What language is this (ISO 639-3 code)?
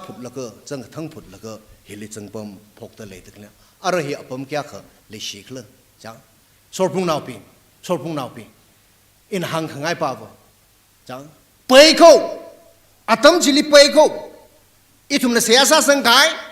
nmf